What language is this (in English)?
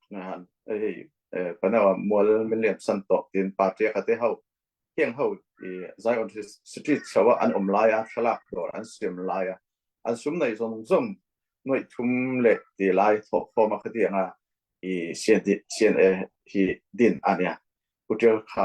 Falam Chin